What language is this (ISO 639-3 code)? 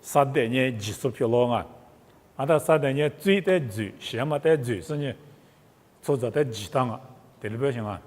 lis